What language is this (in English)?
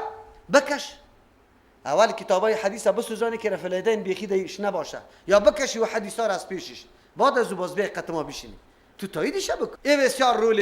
Persian